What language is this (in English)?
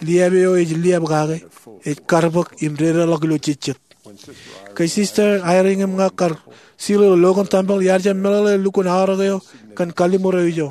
Marshallese